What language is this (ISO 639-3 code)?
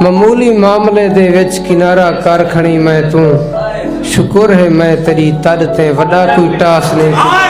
skr